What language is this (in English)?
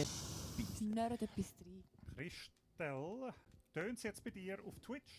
Swiss German